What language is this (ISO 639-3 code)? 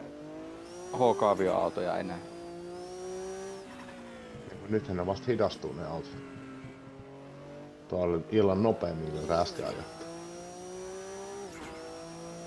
fin